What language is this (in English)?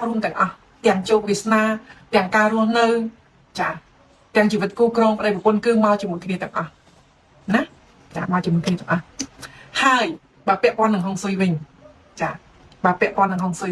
Khmer